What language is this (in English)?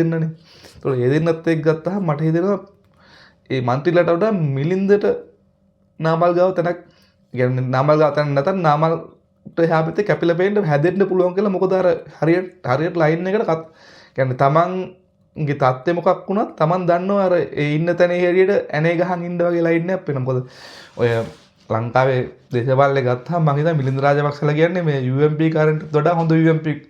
Sinhala